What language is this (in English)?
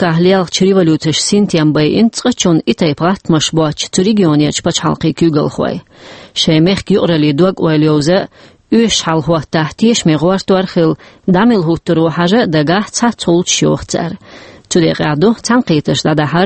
Chechen